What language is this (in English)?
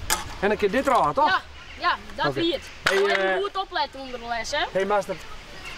Western Frisian